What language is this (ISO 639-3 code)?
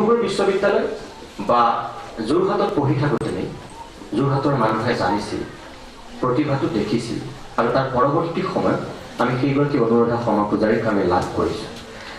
asm